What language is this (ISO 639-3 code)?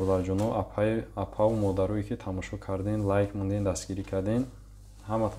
tgk